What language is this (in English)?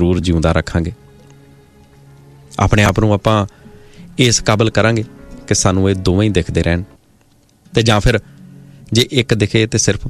Punjabi